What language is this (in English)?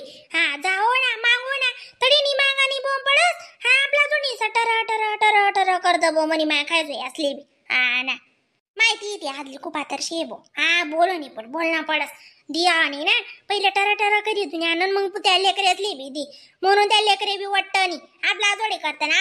Khandesi